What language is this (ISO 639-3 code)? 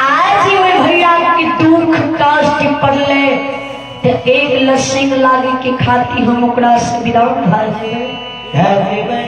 mai